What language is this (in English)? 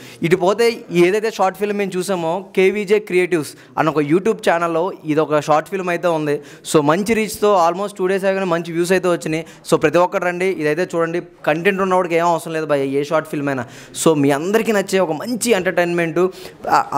Telugu